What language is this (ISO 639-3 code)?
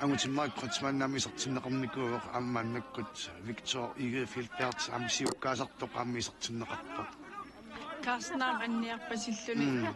kal